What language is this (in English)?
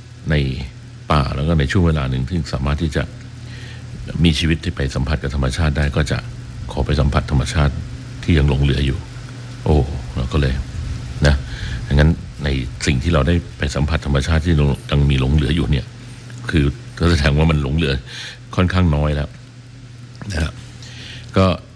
Thai